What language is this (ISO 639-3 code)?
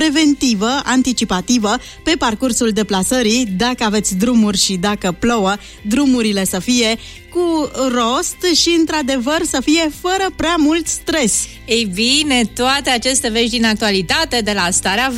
ron